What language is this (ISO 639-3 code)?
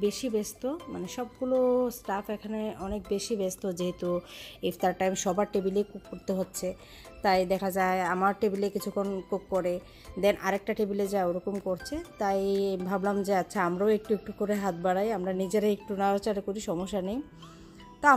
ben